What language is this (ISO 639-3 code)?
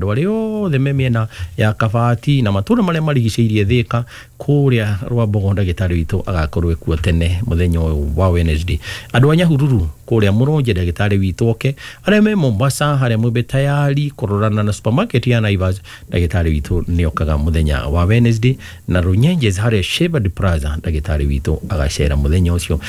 kik